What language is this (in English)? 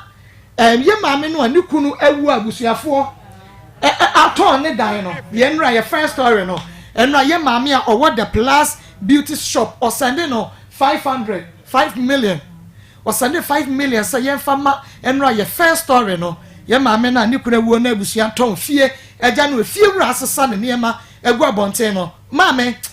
Akan